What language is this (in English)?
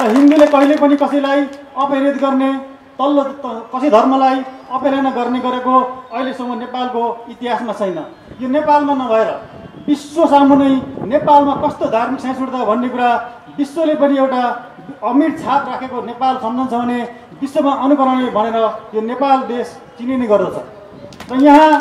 Nepali